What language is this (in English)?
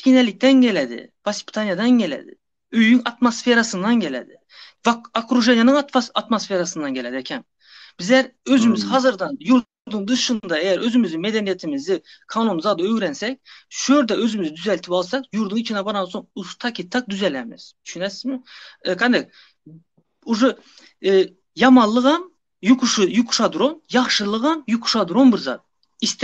Turkmen